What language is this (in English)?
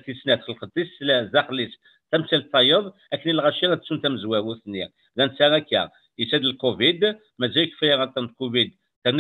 Kabyle